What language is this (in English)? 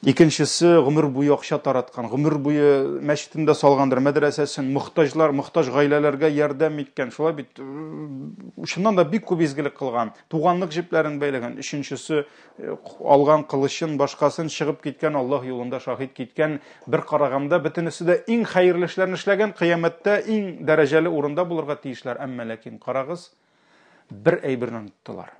Tatar